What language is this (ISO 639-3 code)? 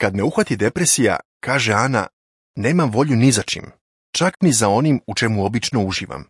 srp